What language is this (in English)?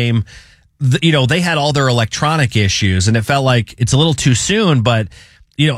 English